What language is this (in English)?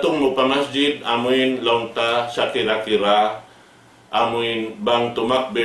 Tausug